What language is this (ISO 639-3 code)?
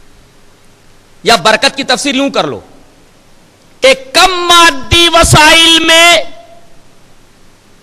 urd